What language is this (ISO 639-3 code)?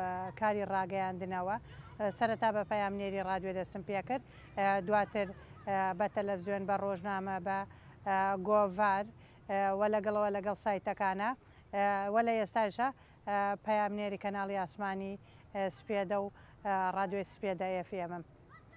ckb